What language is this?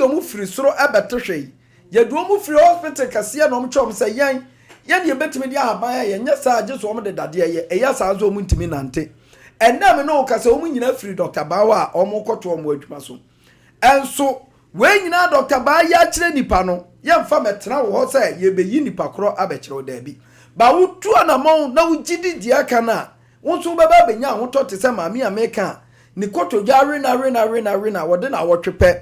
Akan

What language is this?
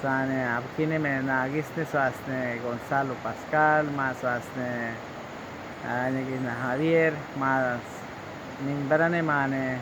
Awa-Cuaiquer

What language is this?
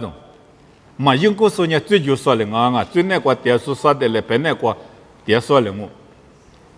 Lisu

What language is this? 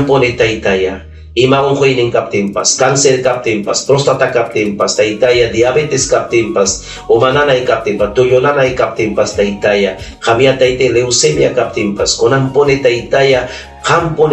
Ayacucho Quechua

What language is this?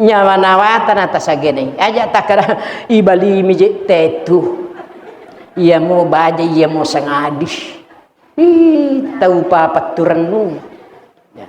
Buginese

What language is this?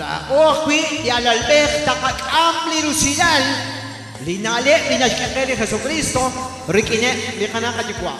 Kekchí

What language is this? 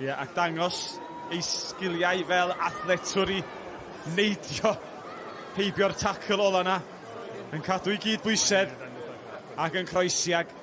Welsh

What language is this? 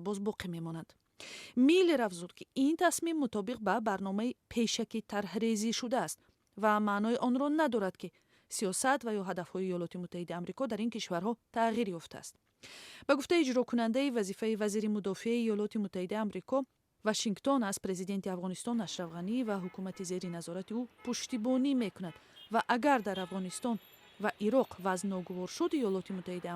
Tajik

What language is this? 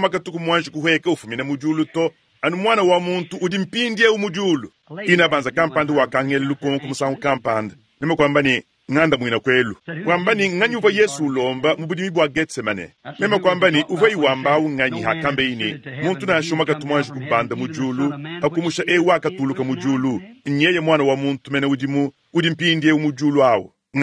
Luba-Lulua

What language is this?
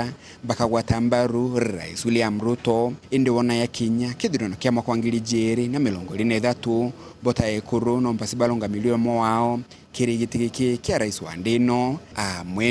Meru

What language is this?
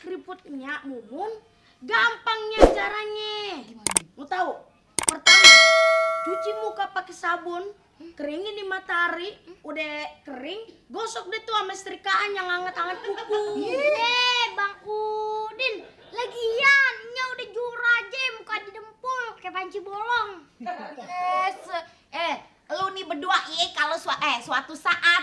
Betawi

